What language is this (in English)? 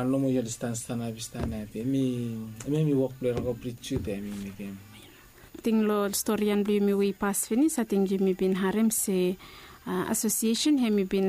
Bislama